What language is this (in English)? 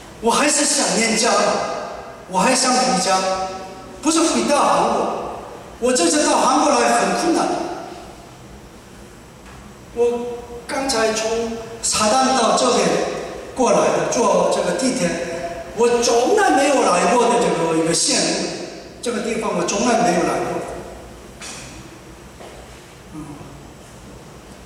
Chinese